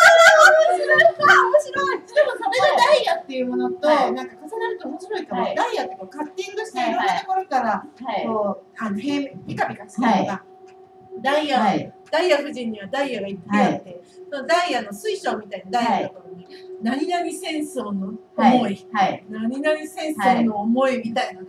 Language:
Japanese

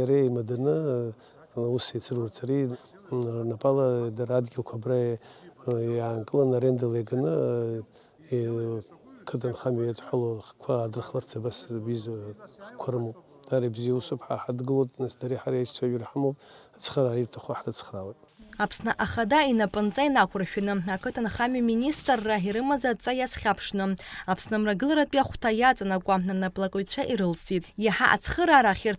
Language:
Abkhazian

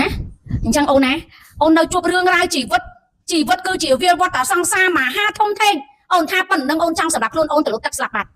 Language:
Khmer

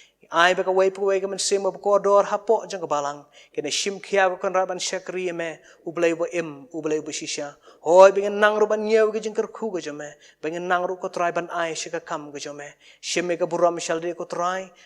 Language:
Khasi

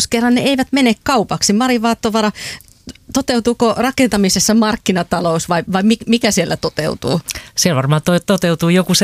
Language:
Finnish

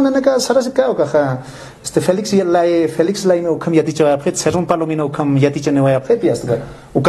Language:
Aymara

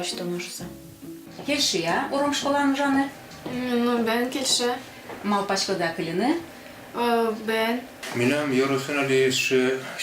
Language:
Udmurt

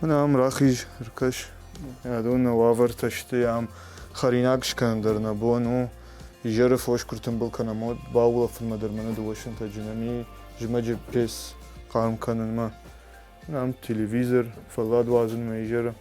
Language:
Ossetic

